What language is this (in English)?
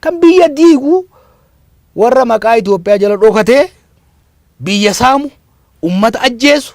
Oromo